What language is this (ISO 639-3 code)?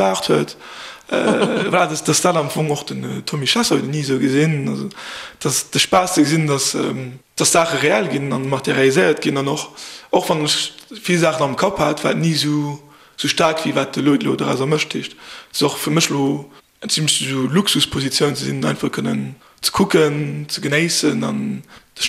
ltz